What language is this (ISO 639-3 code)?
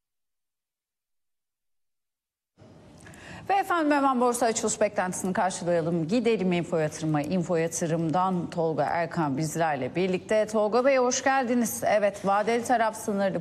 tur